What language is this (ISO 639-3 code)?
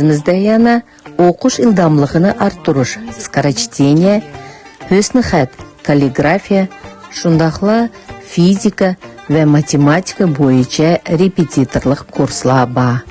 uig